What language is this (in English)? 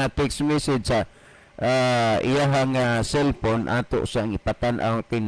Cebuano